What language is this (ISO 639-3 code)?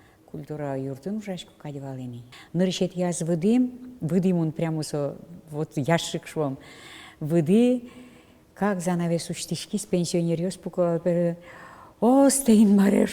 udm